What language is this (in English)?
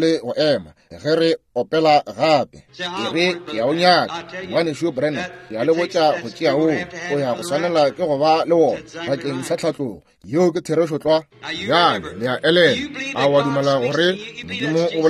Northern Sotho